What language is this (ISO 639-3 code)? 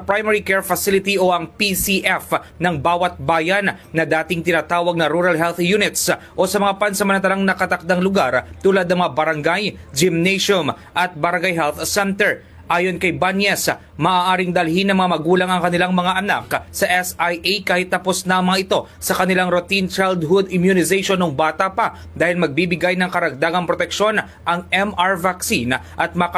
fil